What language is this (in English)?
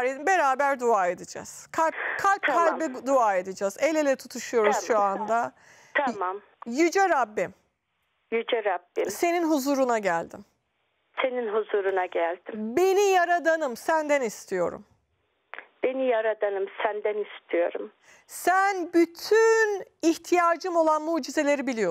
Turkish